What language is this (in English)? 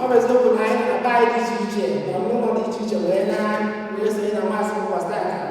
Igbo